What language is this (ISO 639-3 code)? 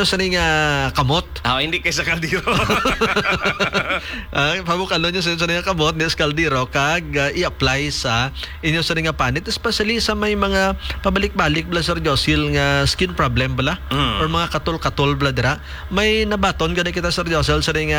hil